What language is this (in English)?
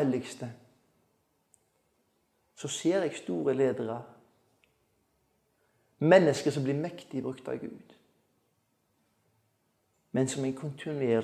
Norwegian